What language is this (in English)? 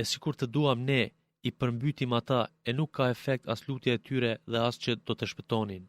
Albanian